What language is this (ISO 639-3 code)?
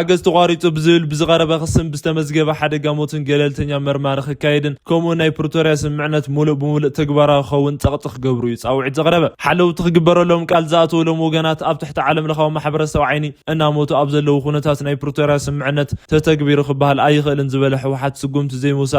tir